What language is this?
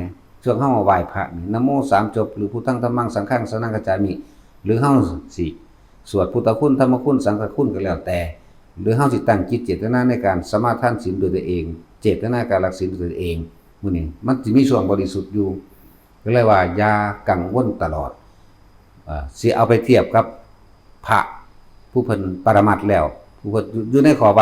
Northeastern Thai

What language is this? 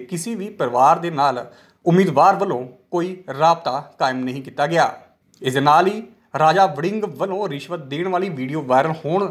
Punjabi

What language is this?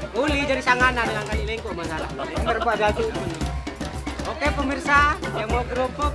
Sasak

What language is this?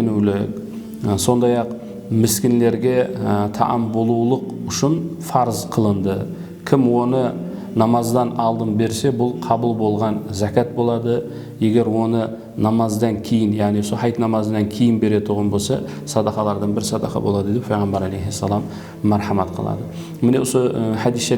Kara-Kalpak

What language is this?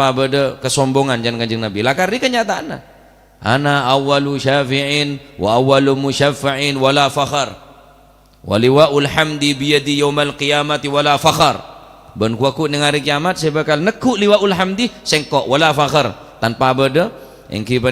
Madurese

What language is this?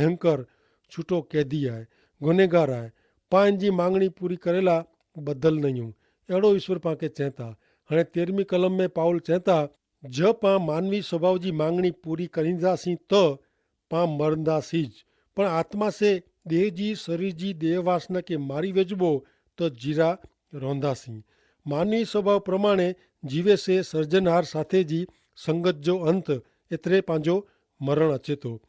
Kachhi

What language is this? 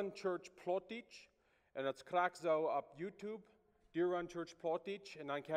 Plautdietsch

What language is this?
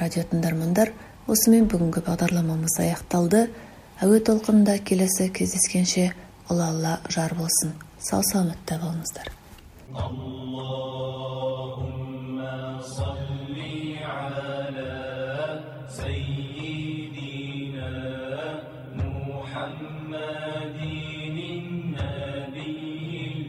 Kazakh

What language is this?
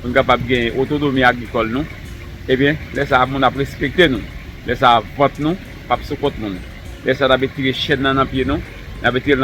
Haitian Creole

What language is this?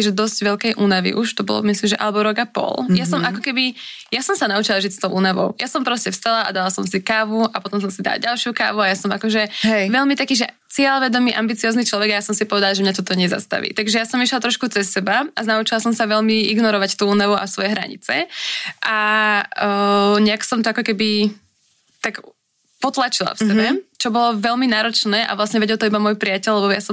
Slovak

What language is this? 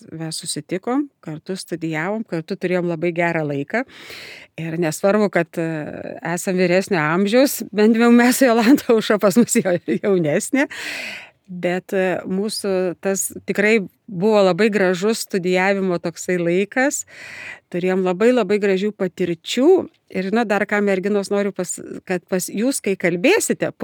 Lithuanian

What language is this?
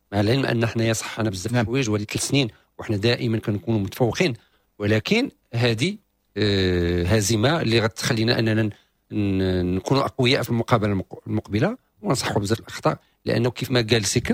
Moroccan Arabic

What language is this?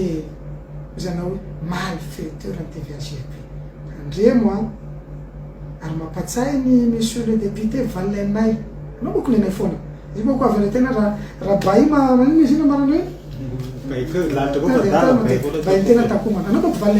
Malagasy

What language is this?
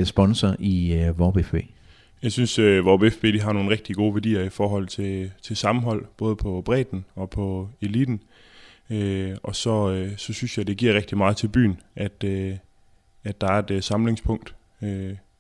Danish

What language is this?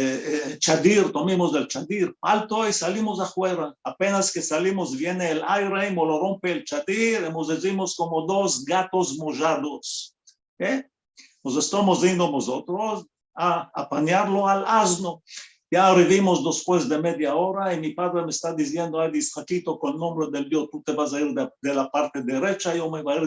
Ladino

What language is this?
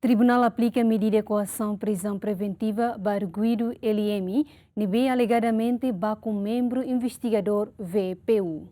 Tetum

